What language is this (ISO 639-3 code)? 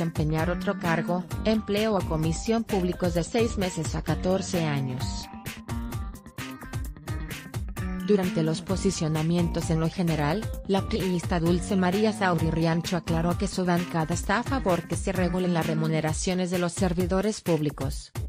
spa